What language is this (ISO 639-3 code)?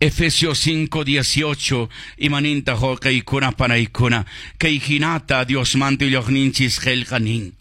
que